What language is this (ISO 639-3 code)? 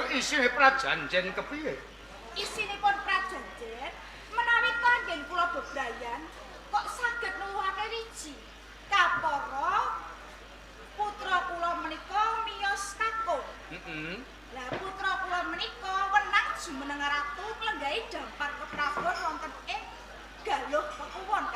jav